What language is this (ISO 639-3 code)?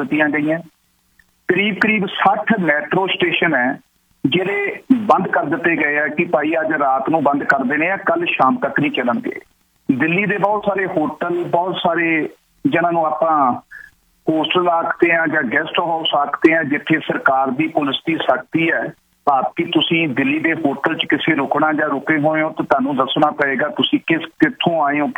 pan